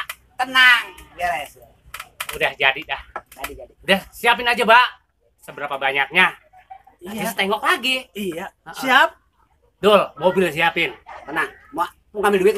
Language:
Betawi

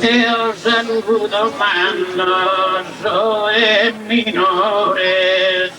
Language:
Sardinian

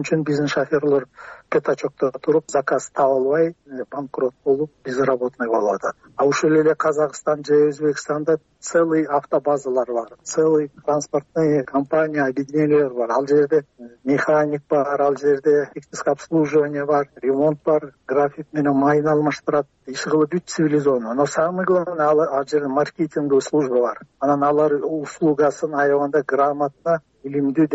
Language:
Kyrgyz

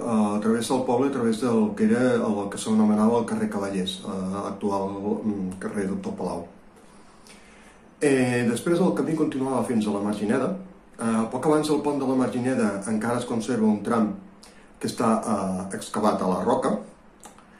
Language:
Catalan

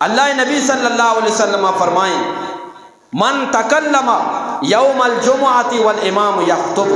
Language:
Eastern Balochi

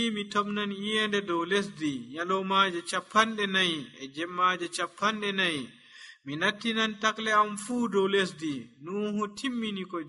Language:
Nigerian Fulfulde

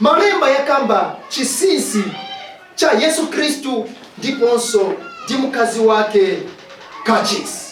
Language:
Nyanja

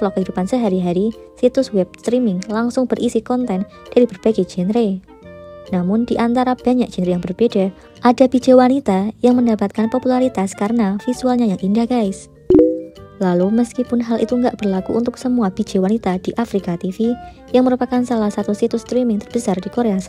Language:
Indonesian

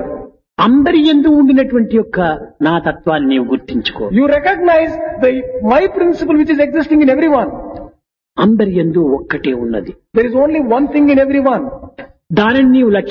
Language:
Telugu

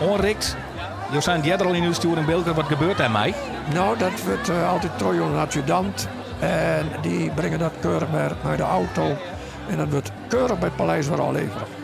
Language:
Western Frisian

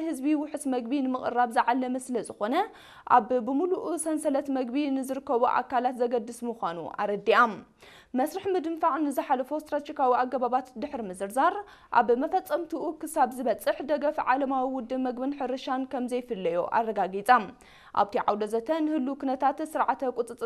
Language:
Tigrinya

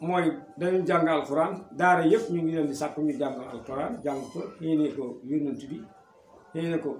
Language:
Wolof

